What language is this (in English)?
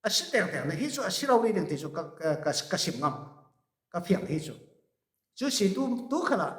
Falam Chin